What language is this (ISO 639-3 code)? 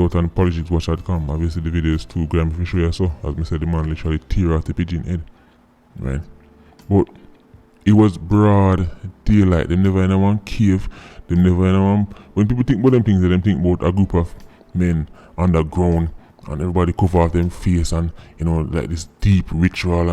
jam